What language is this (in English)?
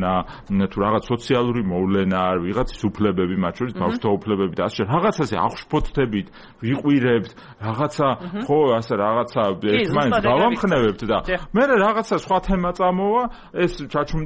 Georgian